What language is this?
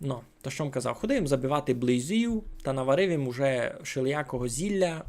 Rusyn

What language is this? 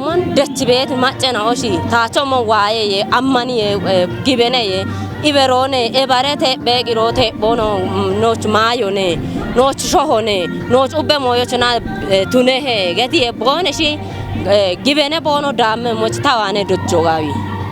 Kafa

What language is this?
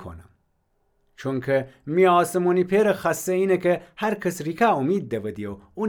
Gilaki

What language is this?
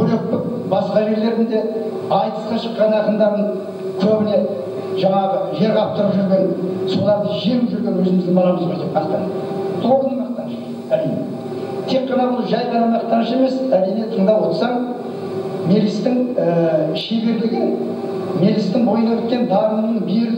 Kazakh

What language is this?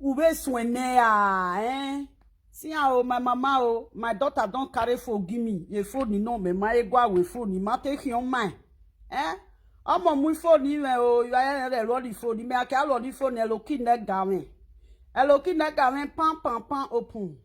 Nigerian Pidgin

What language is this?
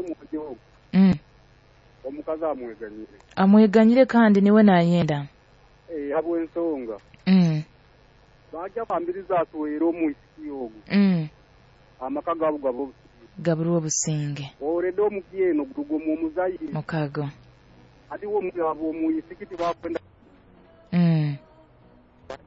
Nyoro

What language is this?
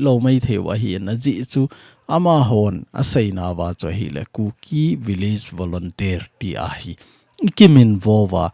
Thado Chin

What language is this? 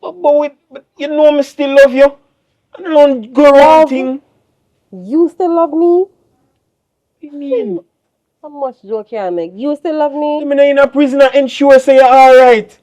Jamaican Creole English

